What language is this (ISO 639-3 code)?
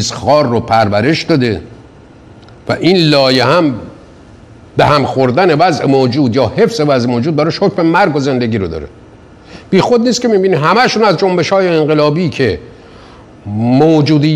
fas